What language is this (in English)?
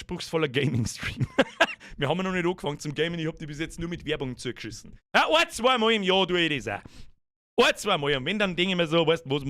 Bavarian